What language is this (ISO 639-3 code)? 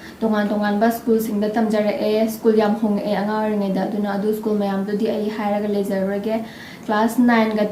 mni